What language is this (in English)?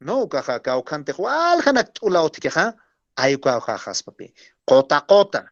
Aymara